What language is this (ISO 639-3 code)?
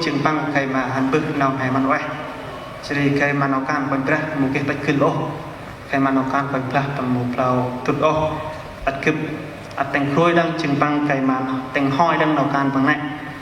cmo